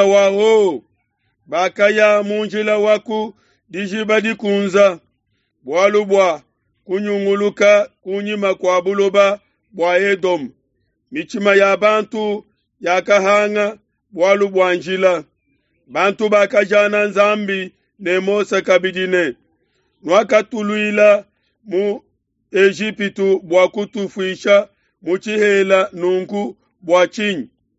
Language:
Luba-Lulua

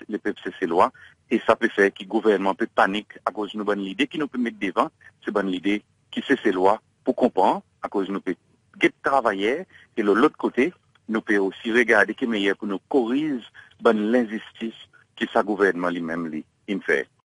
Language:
Seselwa Creole French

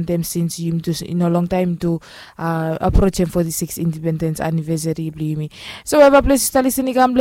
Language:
Bislama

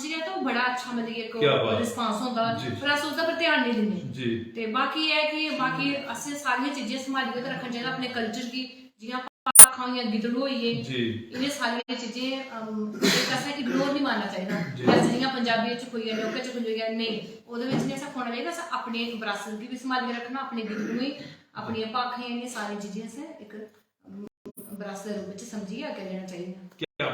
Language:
Dogri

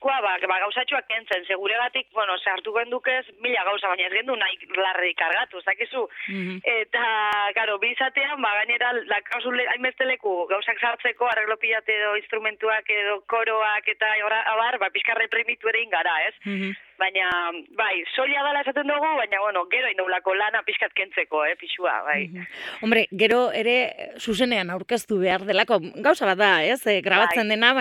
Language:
Basque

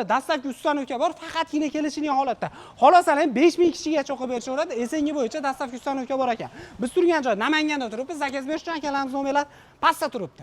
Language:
Uzbek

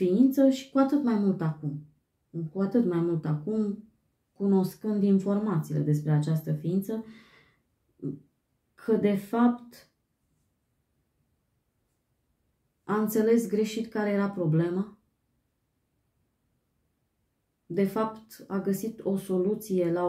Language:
Romanian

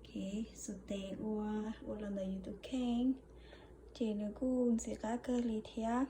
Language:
Hmong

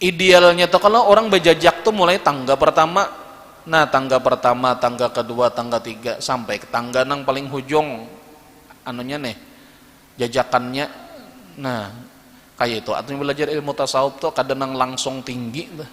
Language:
Banjar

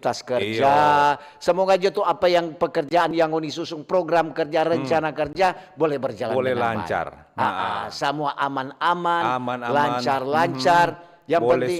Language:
Manado Malay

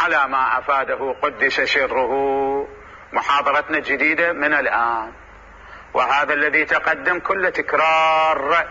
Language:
Mesopotamian Arabic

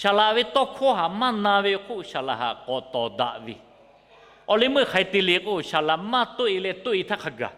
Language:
Lahu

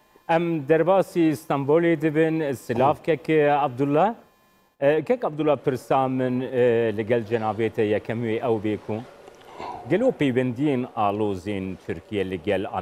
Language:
Kurdish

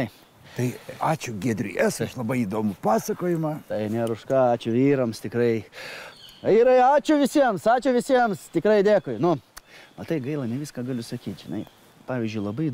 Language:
Lithuanian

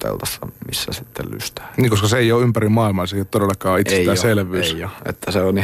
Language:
Finnish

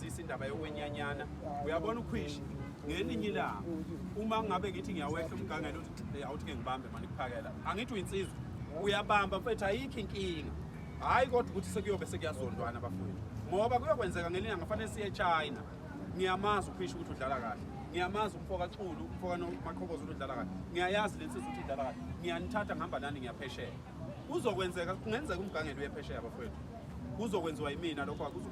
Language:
Zulu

